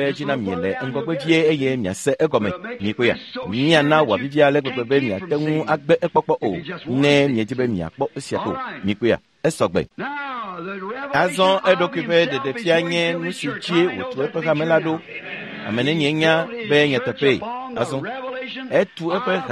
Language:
Ewe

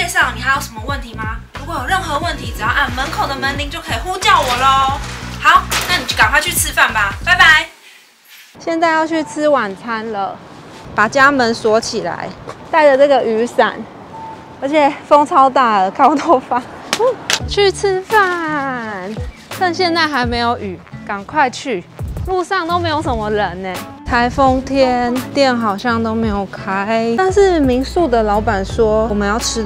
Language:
Chinese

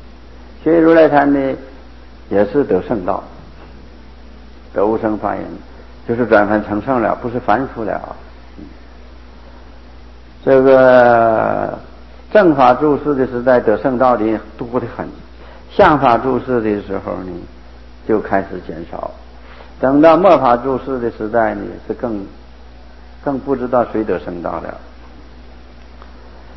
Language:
Chinese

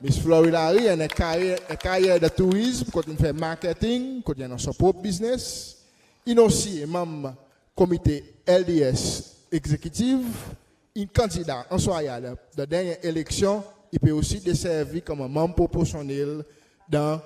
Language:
Seselwa Creole French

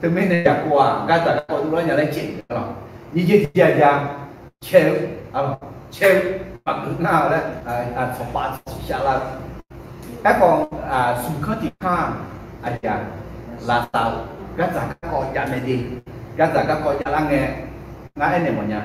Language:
Akha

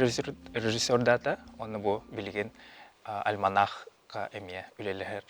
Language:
Yakut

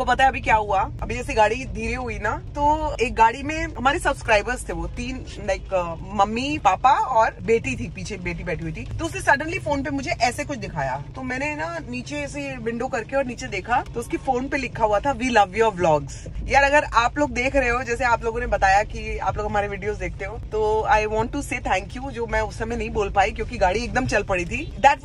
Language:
Hindi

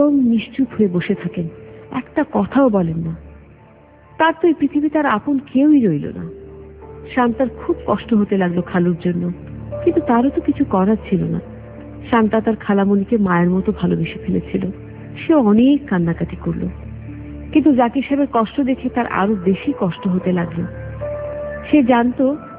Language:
Bangla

